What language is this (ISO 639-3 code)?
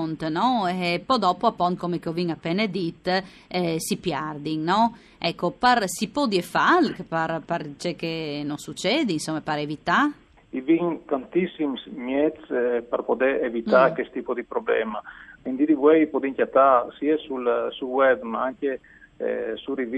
fur